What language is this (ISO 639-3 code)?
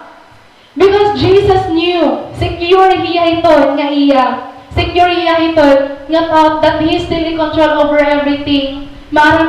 war